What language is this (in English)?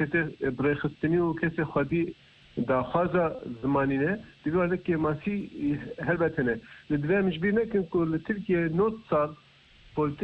Kurdish